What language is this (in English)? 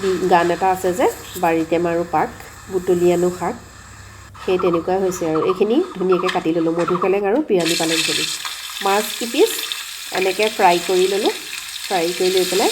Assamese